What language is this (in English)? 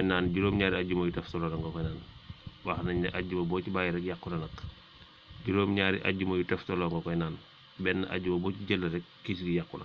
Wolof